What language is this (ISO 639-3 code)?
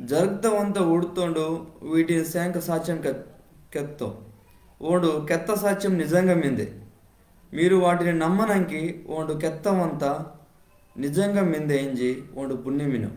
kff